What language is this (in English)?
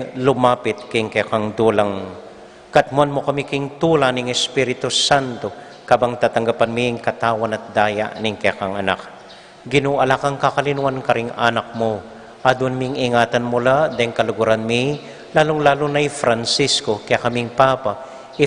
Pampanga